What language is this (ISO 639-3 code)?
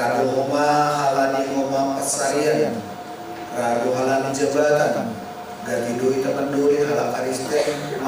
bts